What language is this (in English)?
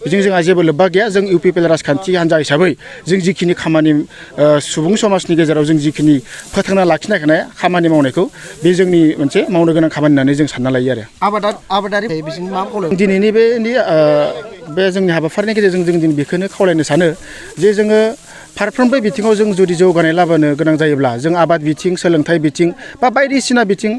Bodo